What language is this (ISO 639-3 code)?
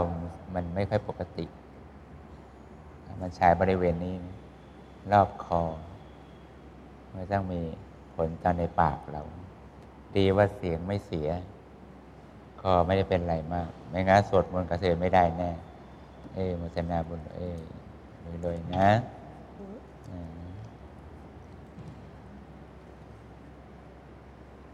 tha